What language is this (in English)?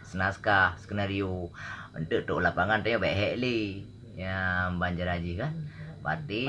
Achinese